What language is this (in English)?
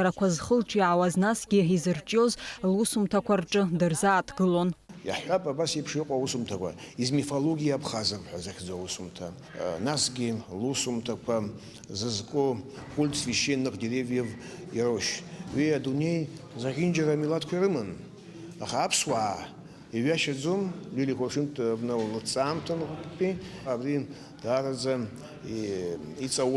Abkhazian